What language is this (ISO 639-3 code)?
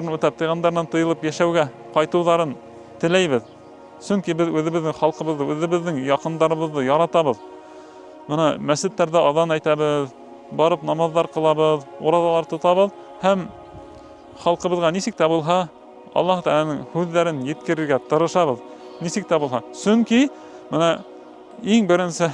bak